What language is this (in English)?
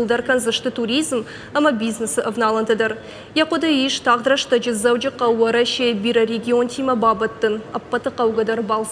Ossetic